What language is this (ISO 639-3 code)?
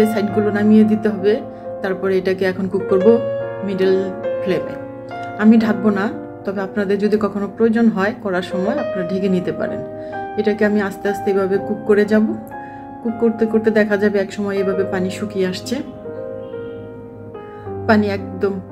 ben